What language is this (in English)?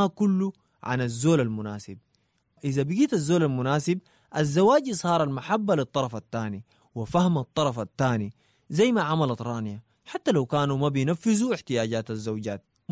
Sudanese Arabic